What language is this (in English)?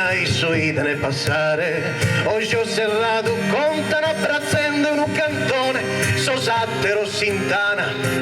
Sardinian